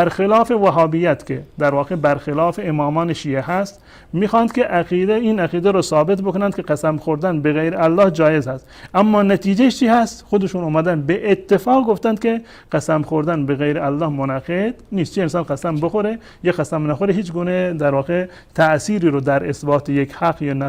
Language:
Persian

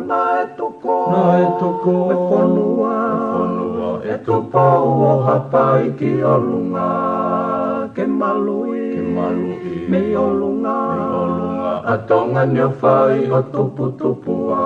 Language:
Tongan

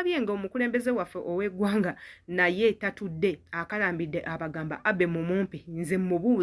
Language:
Ganda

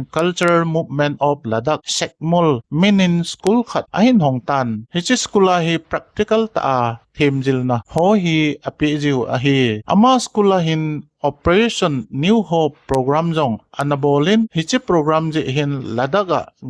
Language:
Thado Chin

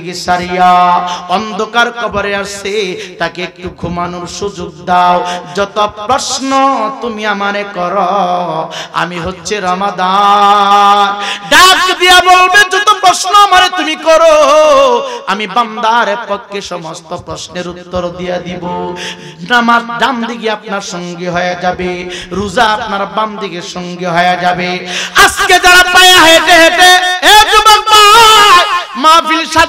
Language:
Bangla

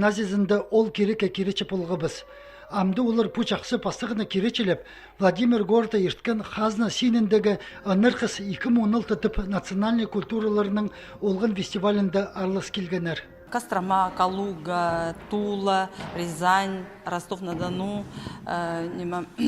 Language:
Khakas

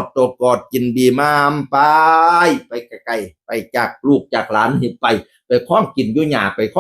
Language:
Northeastern Thai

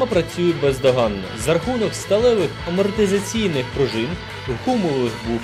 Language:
Ukrainian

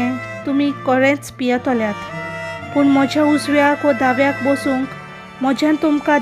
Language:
Konkani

